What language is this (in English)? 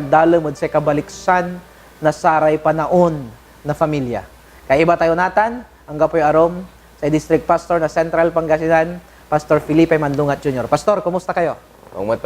Pangasinan